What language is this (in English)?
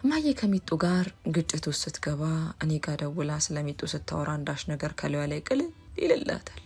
Amharic